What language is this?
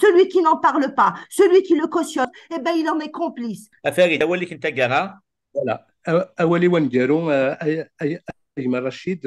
Kabyle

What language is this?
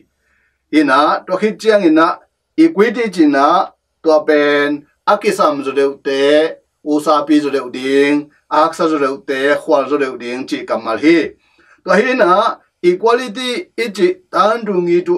Tedim Chin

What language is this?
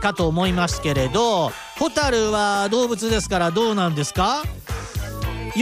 Japanese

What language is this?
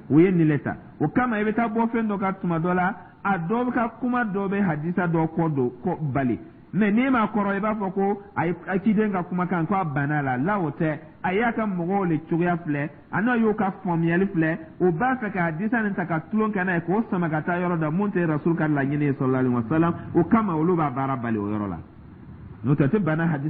Dyula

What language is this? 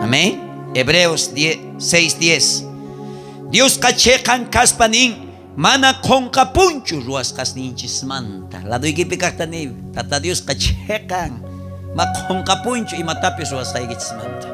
South Bolivian Quechua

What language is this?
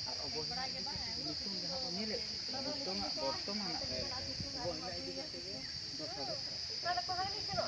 Santali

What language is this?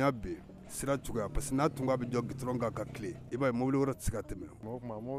Bambara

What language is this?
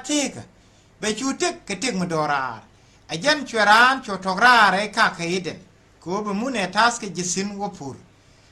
Nuer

